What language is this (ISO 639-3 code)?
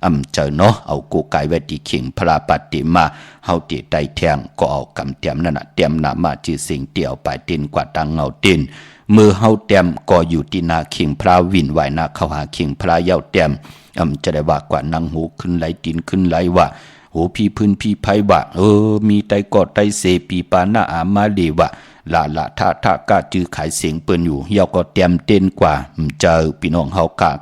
shn